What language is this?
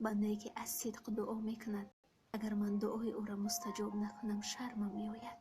Tajik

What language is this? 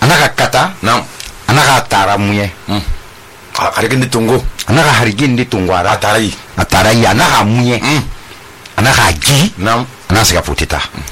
Susu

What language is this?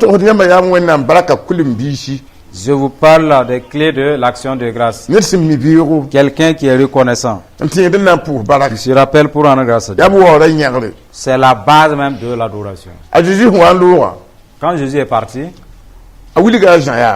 Mossi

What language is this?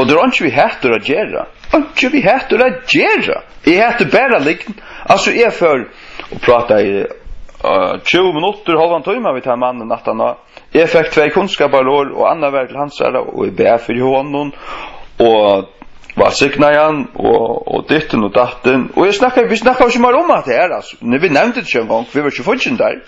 Faroese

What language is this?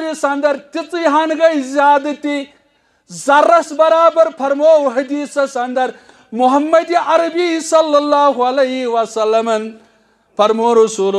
Kashmiri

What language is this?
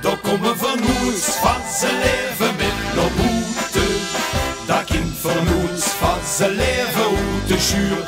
Limburgish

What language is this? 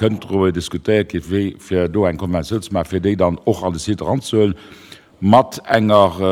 Luxembourgish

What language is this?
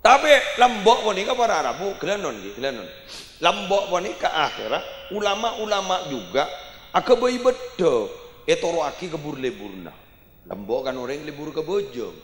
Madurese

